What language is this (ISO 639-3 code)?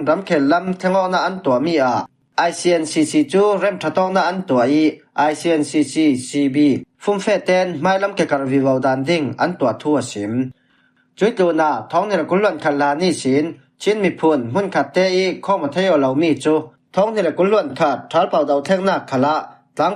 cfm